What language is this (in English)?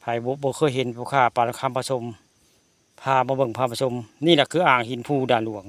Northeastern Thai